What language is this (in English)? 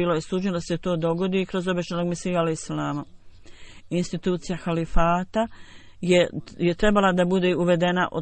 Bosnian